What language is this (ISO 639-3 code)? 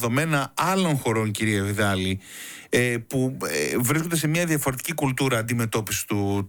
ell